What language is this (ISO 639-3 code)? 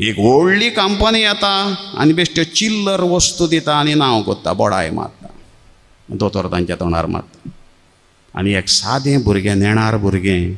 kok